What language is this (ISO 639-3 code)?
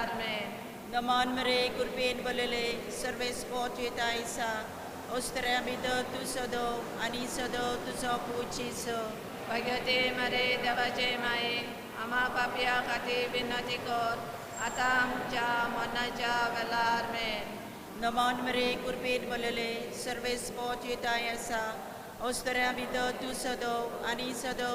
kok